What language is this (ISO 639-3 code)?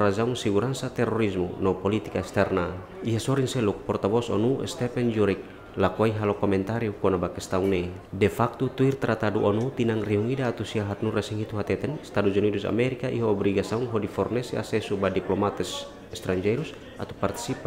tet